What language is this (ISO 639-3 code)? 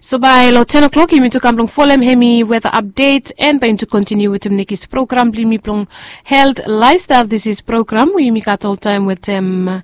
bis